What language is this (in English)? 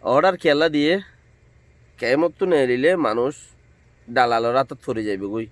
Rohingya